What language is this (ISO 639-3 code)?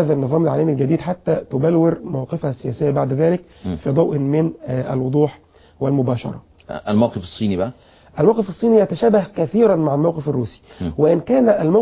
ara